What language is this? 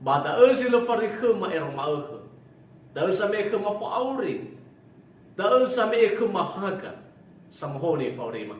Nias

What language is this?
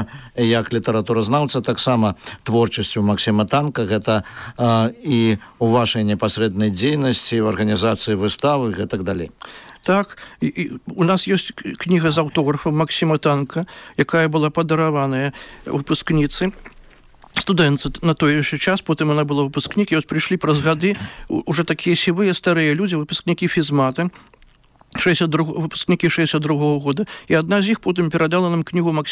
Belarusian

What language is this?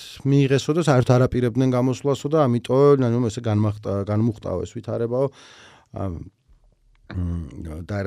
Georgian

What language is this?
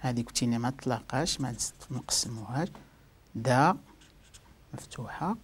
Moroccan Arabic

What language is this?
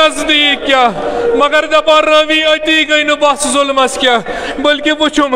Kashmiri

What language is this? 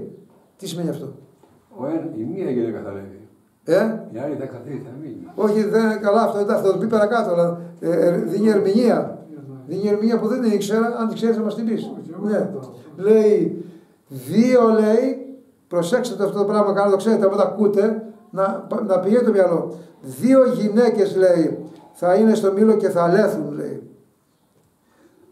Greek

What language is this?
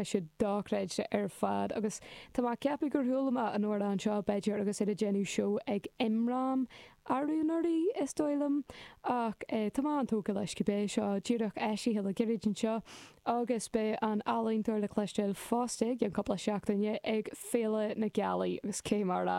Irish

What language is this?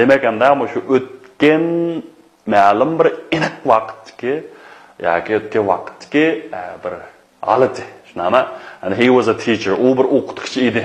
Uyghur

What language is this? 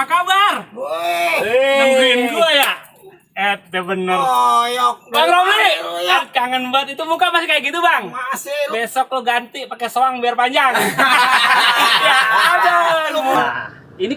Betawi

